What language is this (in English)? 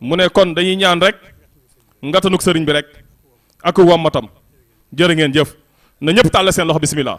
Wolof